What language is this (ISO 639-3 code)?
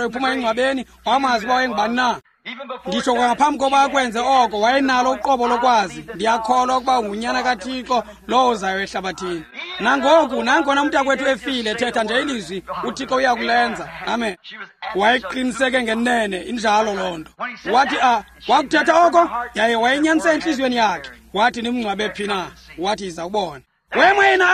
xho